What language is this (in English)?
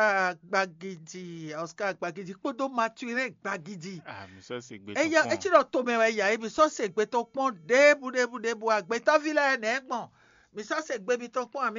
Fon